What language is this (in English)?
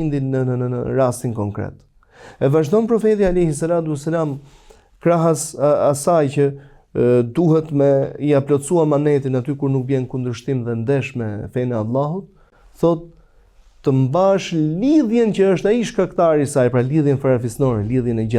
Albanian